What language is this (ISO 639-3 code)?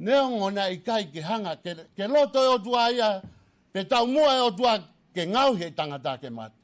ton